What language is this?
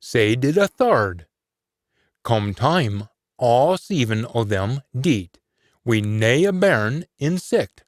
Scots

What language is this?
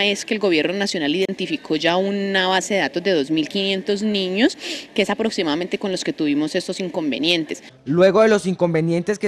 Spanish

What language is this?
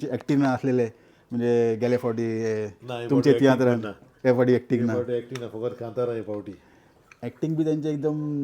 Konkani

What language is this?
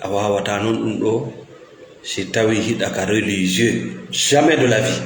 Fula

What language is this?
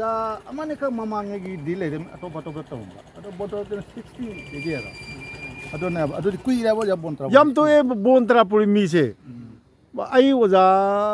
Manipuri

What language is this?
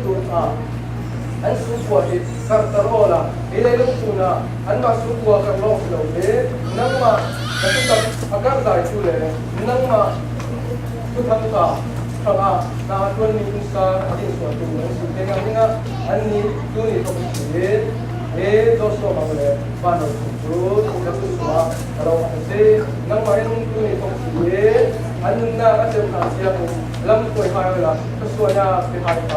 Falam Chin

